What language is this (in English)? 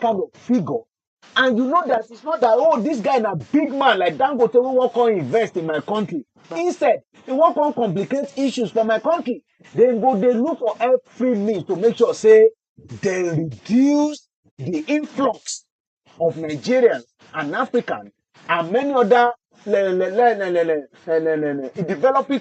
Nigerian Pidgin